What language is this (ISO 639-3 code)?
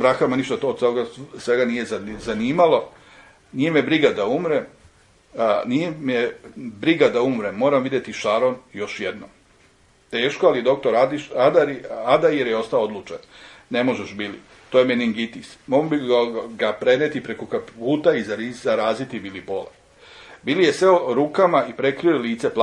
srp